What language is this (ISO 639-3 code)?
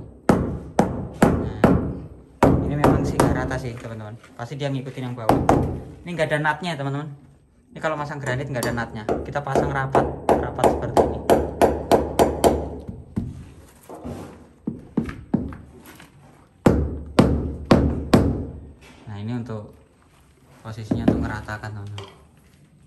ind